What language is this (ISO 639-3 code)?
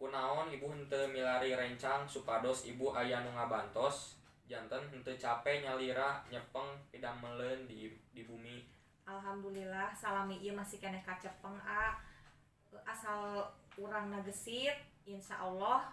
sun